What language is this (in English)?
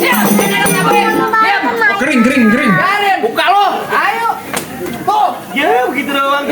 Betawi